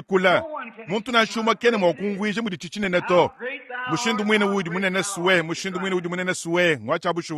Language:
Luba-Lulua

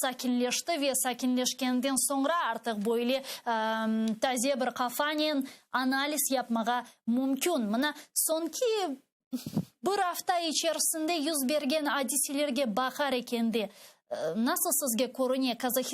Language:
Crimean Tatar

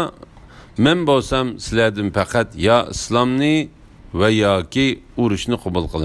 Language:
Uyghur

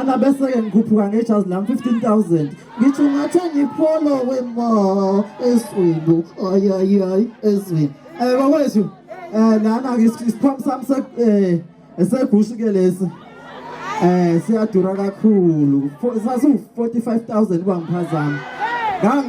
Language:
Zulu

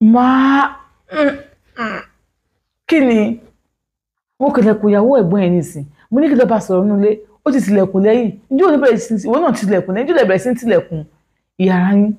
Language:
Yoruba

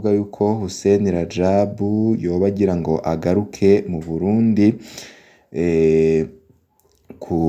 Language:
Rundi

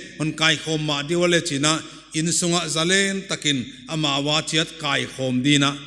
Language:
Paite Chin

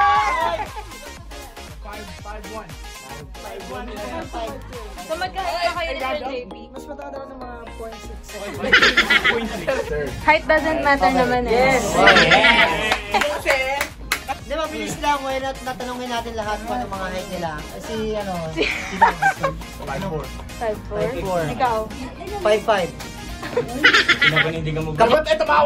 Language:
Filipino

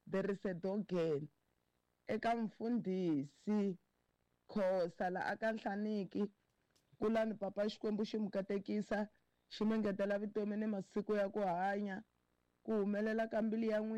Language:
Tsonga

